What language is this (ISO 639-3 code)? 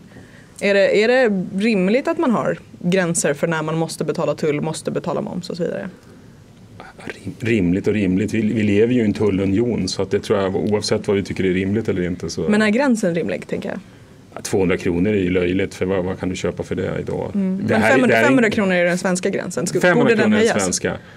swe